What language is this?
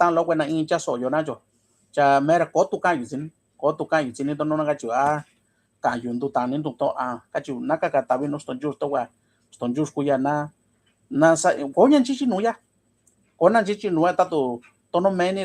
Mixtepec Mixtec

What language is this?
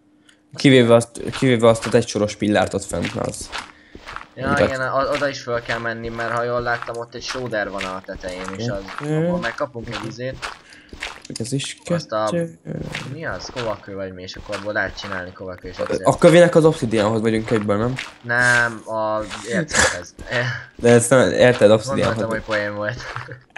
Hungarian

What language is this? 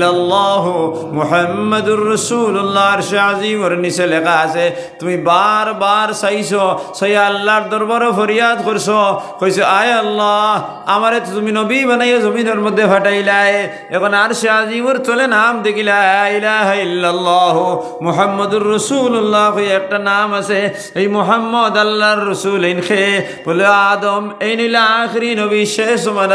Sylheti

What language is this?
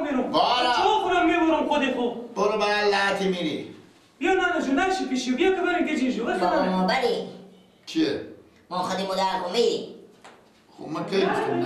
Persian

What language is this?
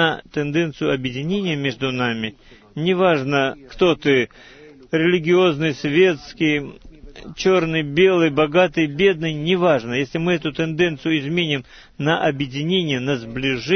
Russian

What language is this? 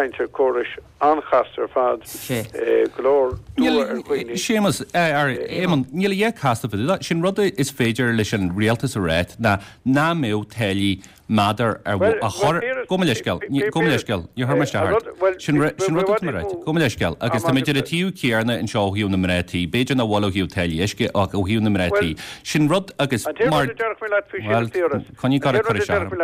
Irish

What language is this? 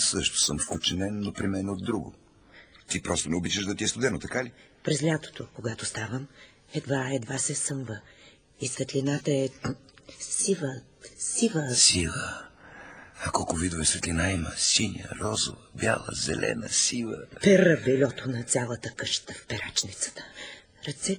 Bulgarian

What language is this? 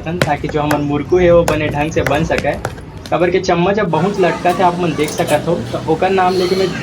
Chhattisgarhi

